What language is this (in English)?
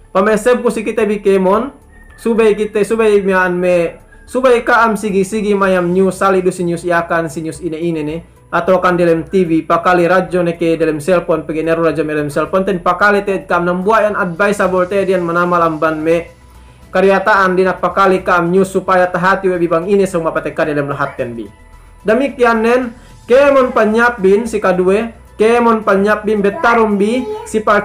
Yakan